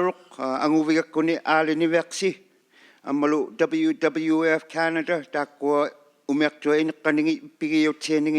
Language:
Inuktitut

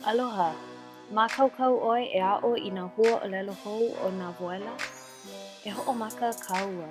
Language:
Hawaiian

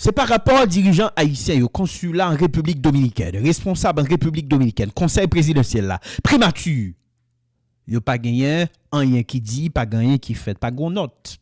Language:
Haitian Creole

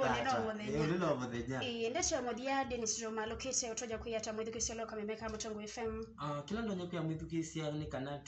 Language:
Kamba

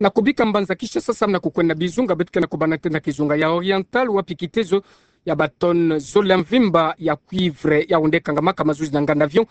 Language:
Kituba (Democratic Republic of Congo)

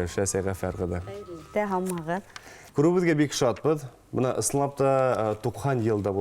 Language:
Bashkir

